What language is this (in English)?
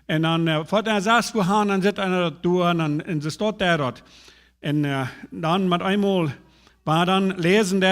Plautdietsch